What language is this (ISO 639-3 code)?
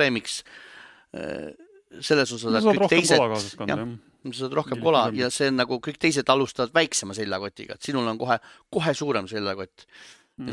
est